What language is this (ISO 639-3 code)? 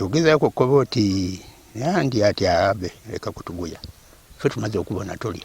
lug